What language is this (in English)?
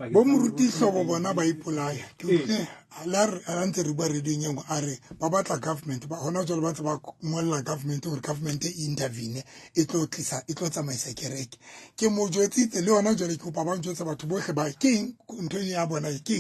Southern Sotho